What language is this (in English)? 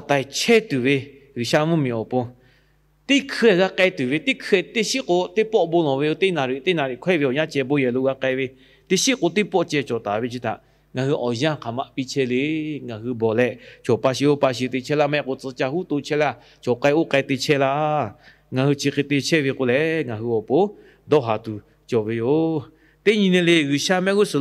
Lahu